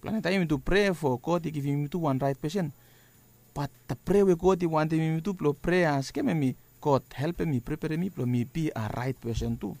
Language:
Bislama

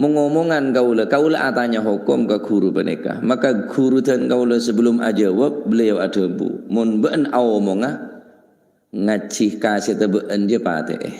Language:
Madurese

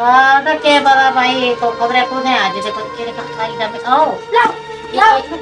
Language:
Dogri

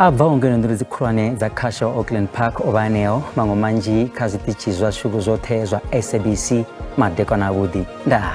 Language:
Venda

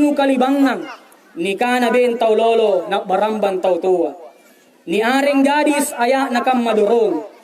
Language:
Makasar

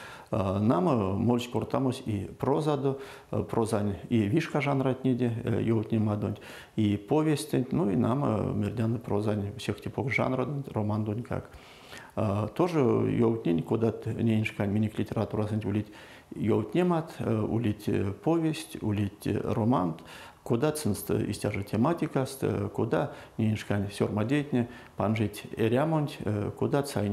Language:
Erzya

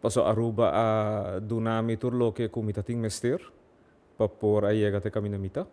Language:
Papiamento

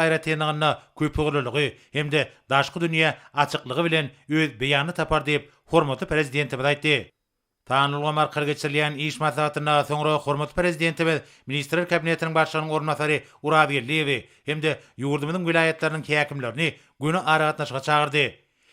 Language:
Turkmen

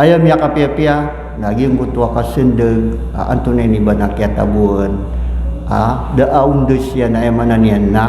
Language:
Maranao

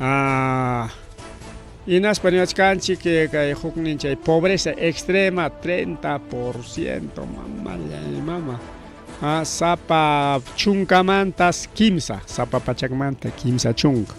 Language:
Ayacucho Quechua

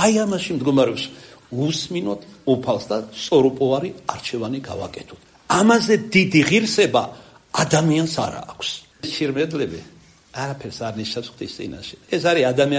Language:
Georgian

